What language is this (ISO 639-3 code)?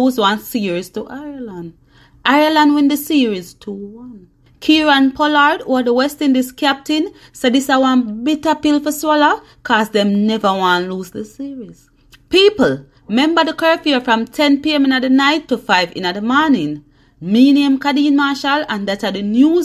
jam